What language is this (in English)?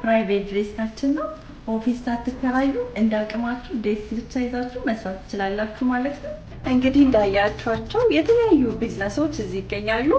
Amharic